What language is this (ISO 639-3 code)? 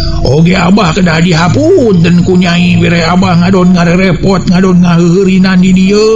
sun